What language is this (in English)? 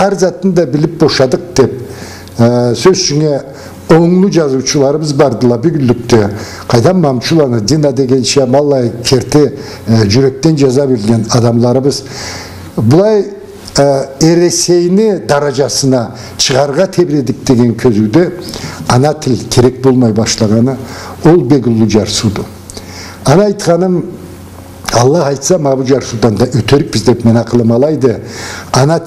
Karachay-Balkar